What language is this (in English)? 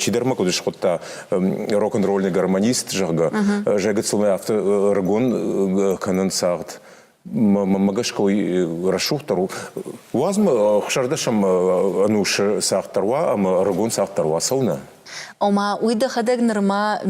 Ossetic